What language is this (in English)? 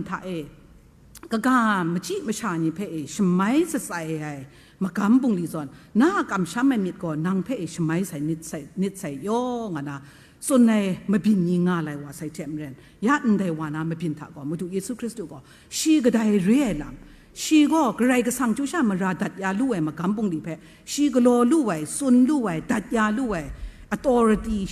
Kachin